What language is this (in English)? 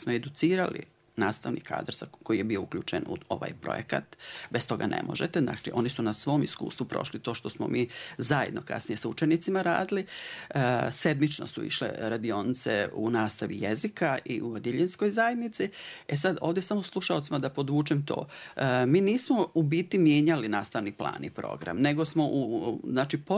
Bosnian